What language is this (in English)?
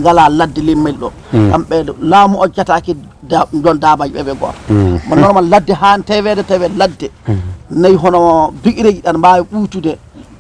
Fula